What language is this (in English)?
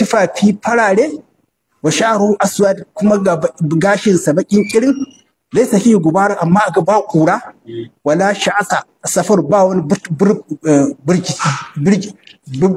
Hausa